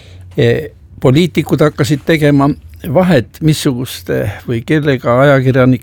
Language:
Estonian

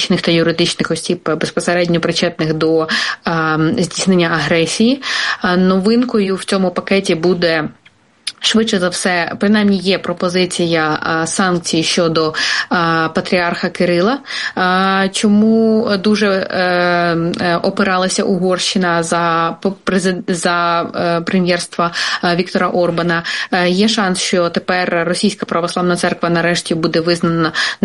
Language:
Ukrainian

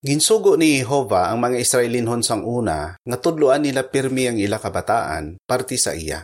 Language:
Hiligaynon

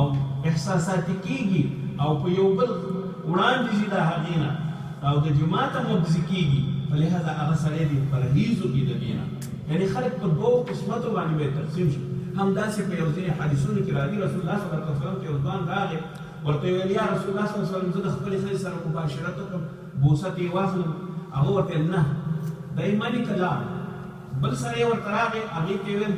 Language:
Pashto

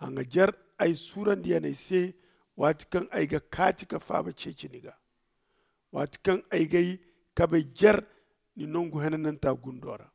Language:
Zarma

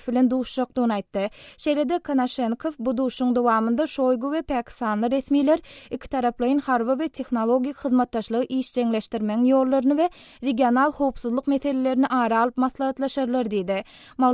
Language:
Turkmen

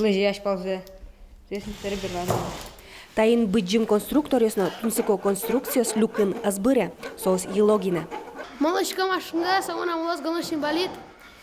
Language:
Udmurt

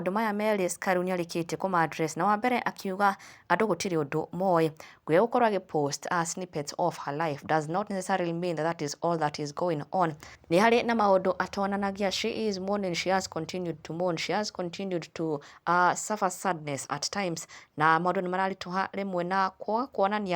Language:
Kikuyu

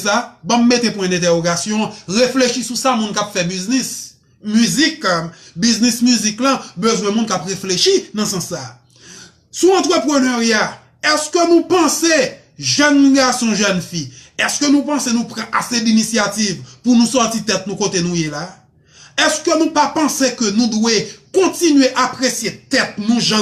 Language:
Haitian Creole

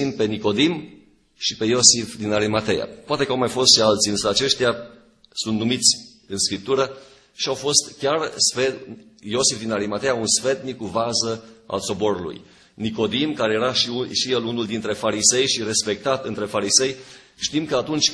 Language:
Romanian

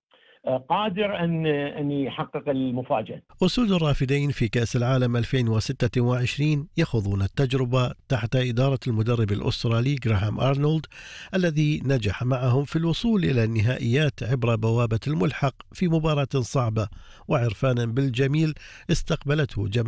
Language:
Arabic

